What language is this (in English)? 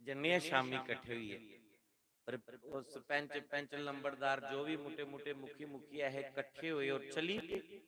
Dogri